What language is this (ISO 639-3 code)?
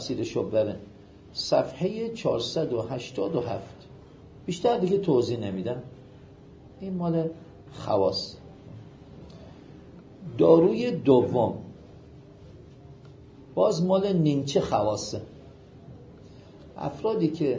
fas